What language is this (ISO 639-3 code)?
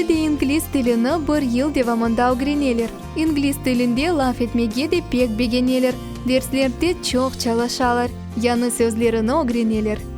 crh